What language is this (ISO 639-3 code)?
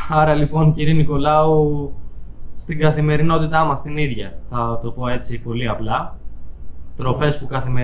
ell